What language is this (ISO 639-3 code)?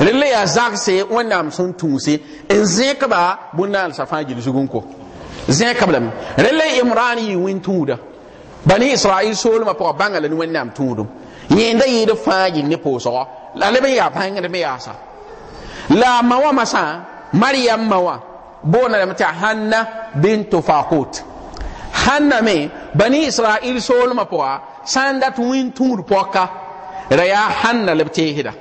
mos